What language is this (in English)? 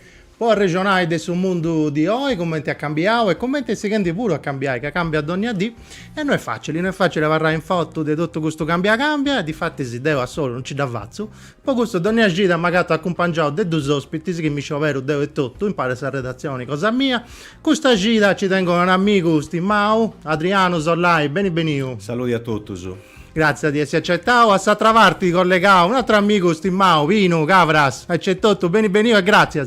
Sardinian